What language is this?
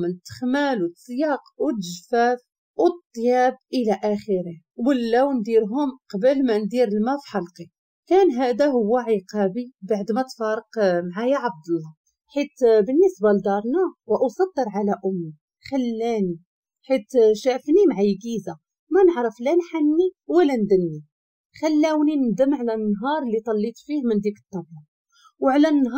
Moroccan Arabic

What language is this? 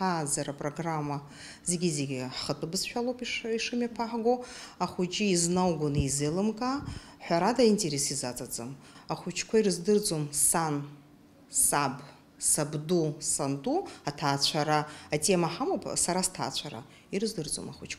Abkhazian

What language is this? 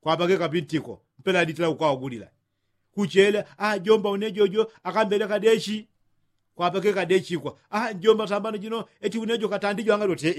Yao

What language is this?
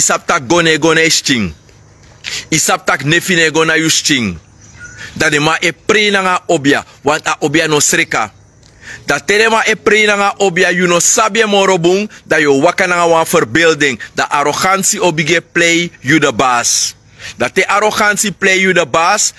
Sranan Tongo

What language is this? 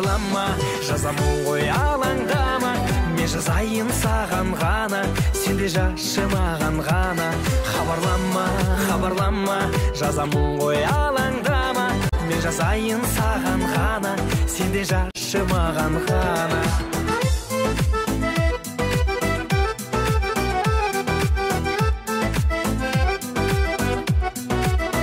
Kazakh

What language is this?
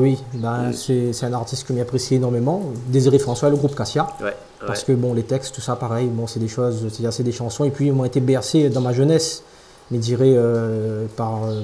Réunion Creole French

